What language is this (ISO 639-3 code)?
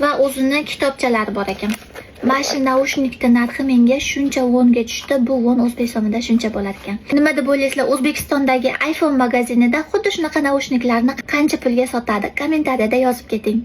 uzb